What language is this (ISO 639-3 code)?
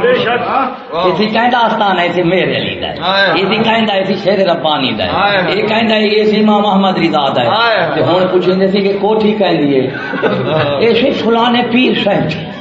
skr